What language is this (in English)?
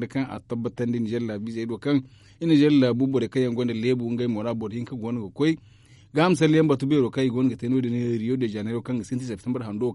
Zarma